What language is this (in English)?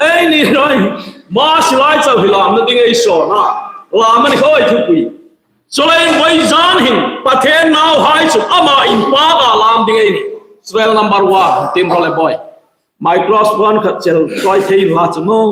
Hmar